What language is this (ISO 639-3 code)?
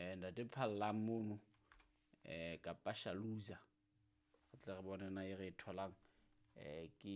sot